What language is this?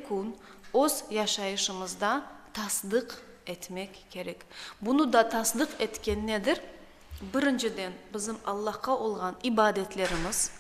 Crimean Tatar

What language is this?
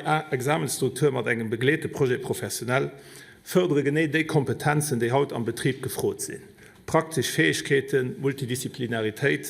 Luxembourgish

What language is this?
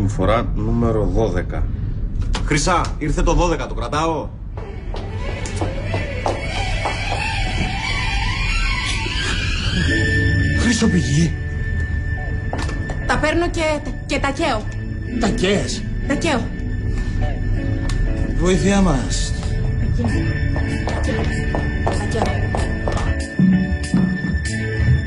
Greek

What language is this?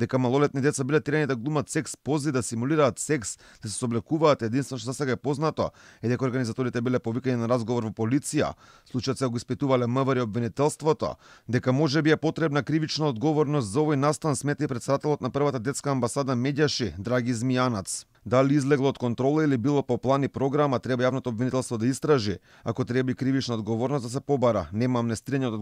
Macedonian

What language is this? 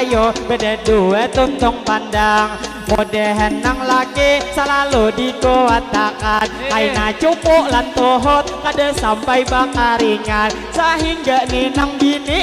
Banjar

